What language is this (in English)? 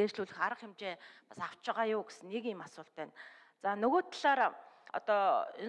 Mongolian